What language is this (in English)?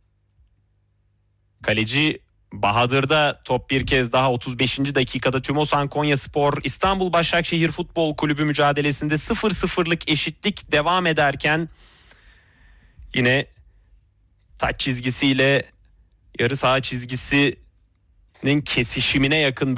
Turkish